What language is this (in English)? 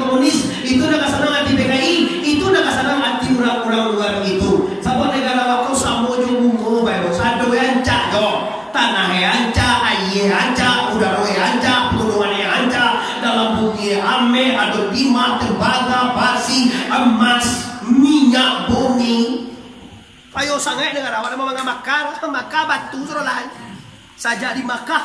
Minangkabau